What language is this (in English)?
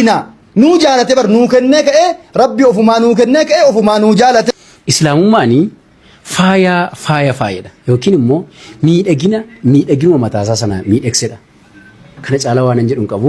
Oromo